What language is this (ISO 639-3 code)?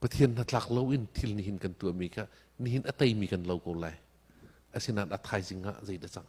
cnh